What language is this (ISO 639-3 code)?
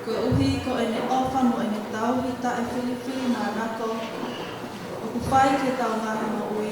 ton